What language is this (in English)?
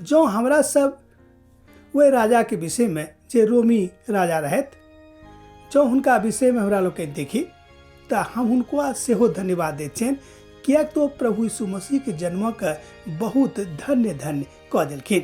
Maithili